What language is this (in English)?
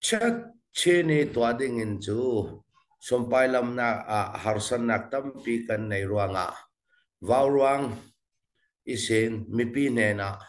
Falam Chin